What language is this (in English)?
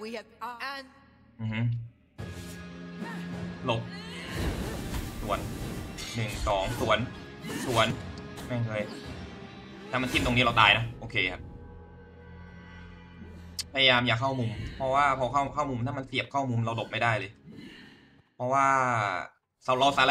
Thai